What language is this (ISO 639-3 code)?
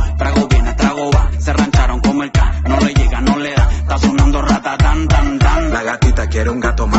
spa